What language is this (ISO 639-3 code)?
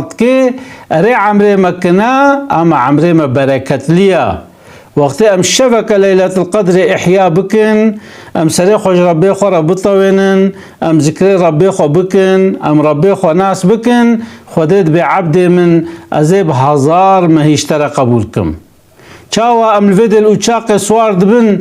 kur